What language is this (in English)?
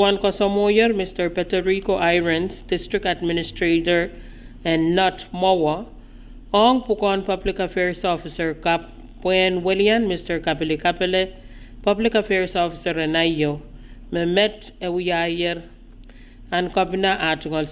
Pohnpeian